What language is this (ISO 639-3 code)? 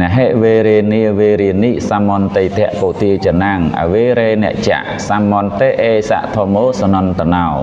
khm